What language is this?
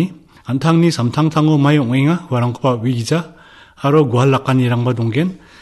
Garo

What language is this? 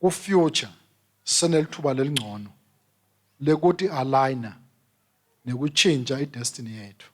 Swati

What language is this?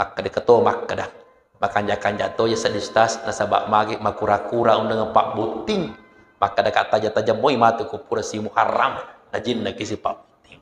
Buginese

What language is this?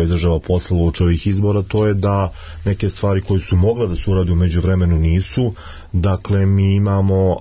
Serbian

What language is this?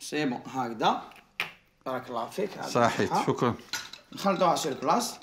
Algerian Arabic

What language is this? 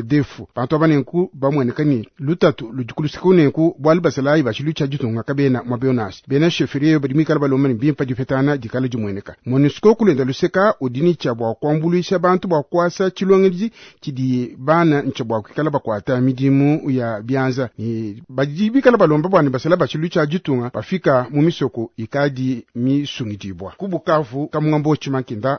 Luba-Lulua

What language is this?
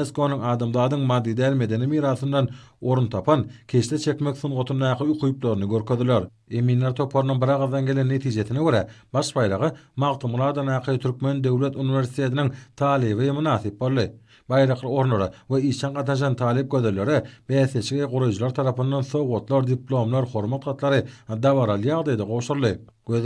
Turkmen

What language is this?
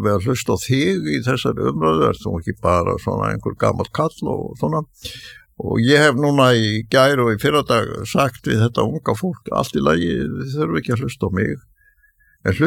Icelandic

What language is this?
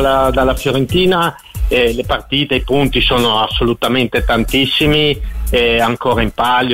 Italian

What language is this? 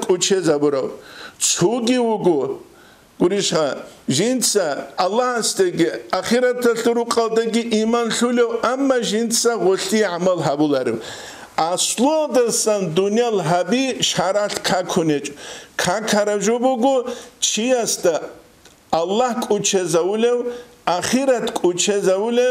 Avaric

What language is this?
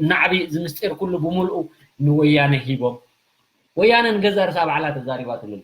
Tigrinya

